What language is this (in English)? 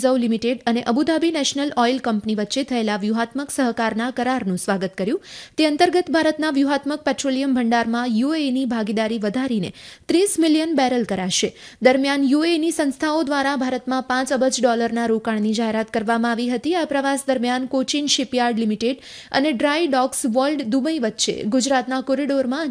Gujarati